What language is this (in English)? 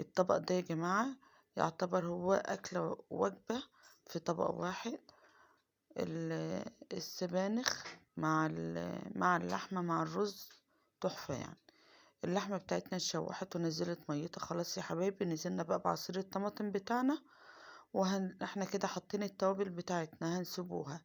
Egyptian Arabic